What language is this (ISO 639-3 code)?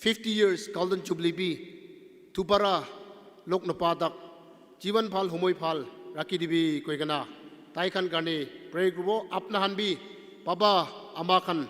nag